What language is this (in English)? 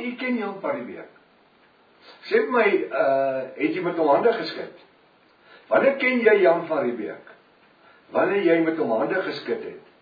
Afrikaans